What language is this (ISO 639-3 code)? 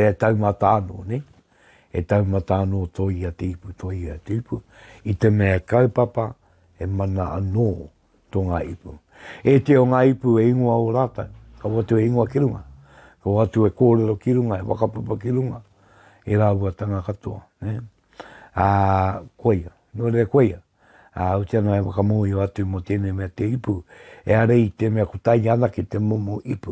mri